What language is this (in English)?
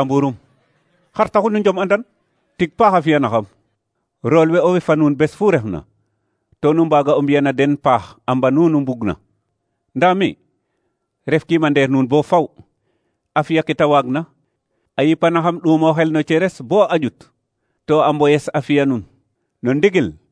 Serer